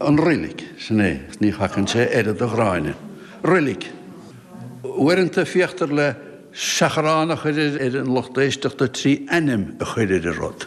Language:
Irish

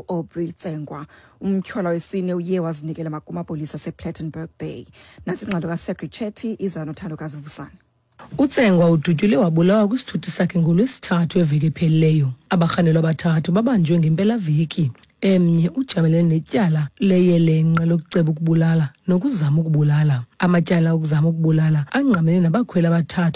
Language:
Xhosa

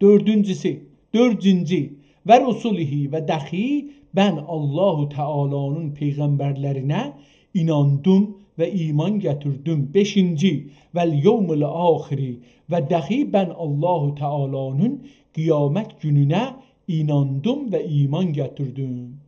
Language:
South Azerbaijani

